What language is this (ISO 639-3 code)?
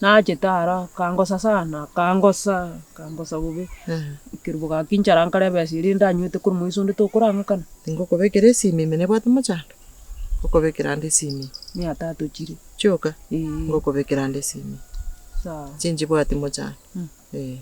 guz